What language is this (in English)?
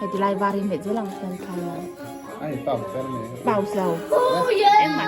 Mizo